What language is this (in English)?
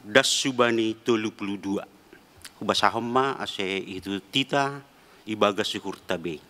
Batak Simalungun